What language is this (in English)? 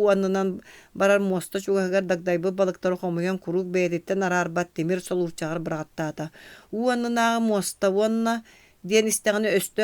Yakut